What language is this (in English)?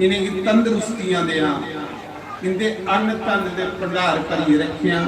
Dogri